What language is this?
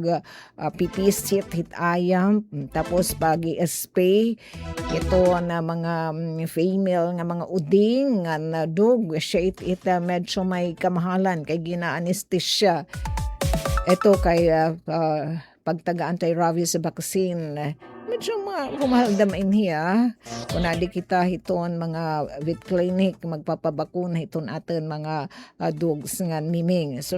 Waray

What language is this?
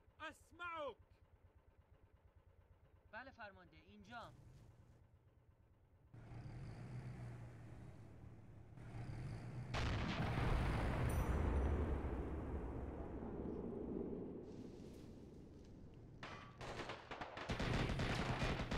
Persian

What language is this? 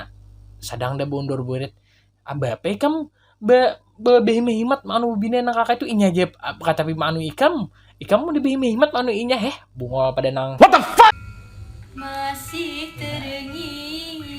Banjar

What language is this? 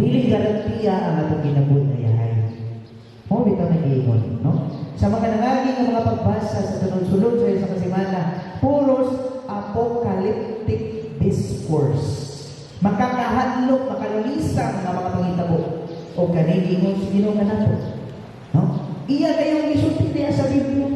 Cebuano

